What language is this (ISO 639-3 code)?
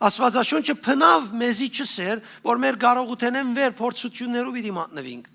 hyw